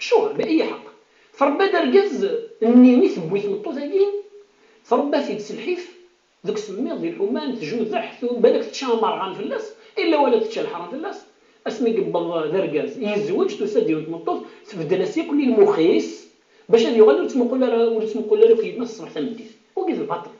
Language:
Kabyle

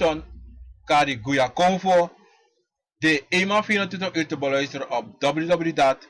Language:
Sranan Tongo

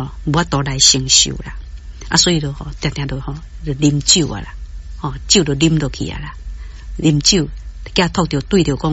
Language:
Min Nan Chinese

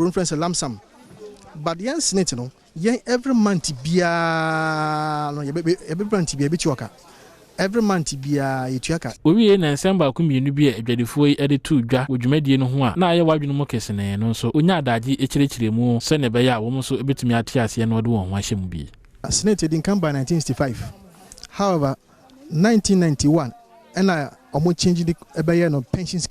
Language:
Akan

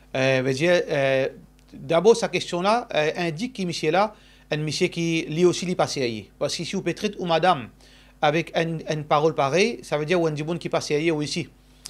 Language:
Morisyen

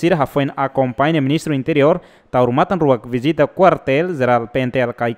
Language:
Tetum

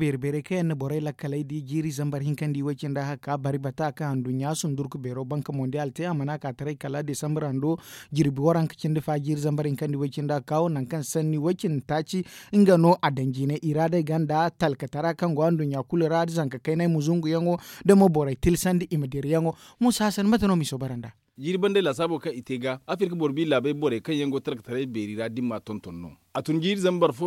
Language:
Zarma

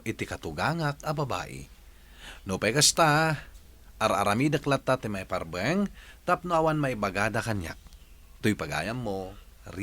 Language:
Iloko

